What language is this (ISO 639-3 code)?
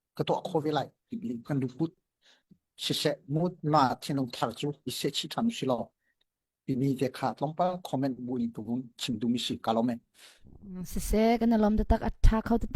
cnh